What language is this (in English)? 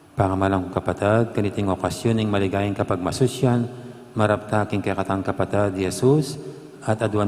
Pampanga